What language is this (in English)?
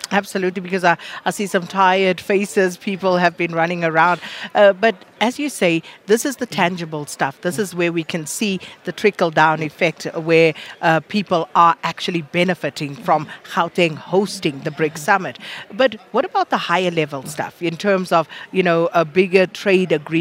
English